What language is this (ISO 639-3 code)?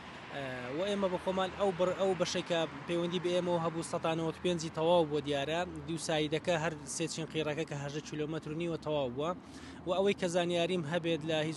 ckb